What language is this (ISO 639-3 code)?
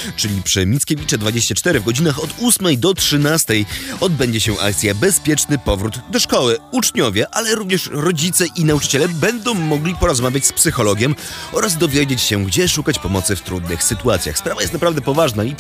pol